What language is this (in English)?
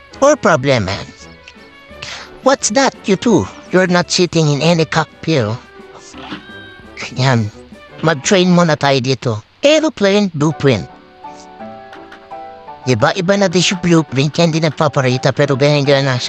Filipino